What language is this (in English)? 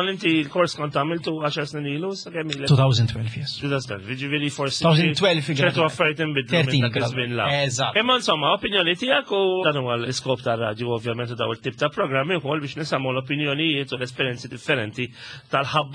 Maltese